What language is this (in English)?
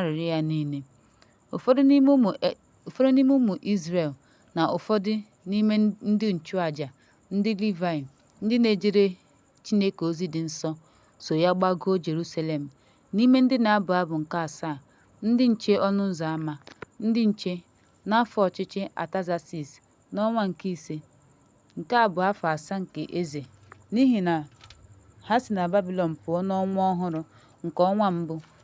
Igbo